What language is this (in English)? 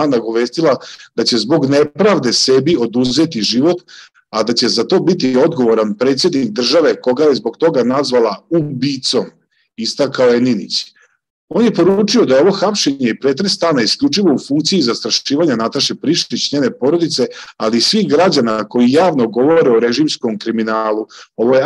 Serbian